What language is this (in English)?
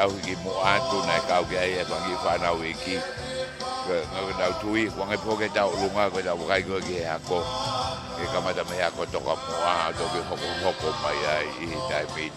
Tongan